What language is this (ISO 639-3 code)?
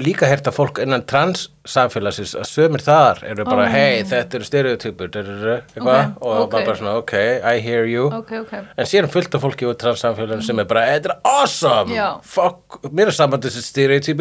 isl